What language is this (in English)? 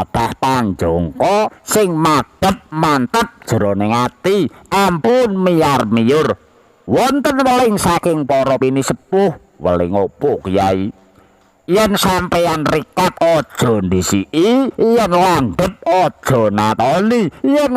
Javanese